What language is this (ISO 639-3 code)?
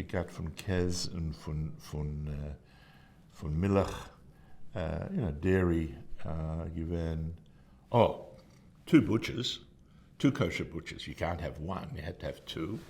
yid